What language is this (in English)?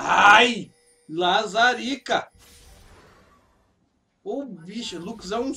Portuguese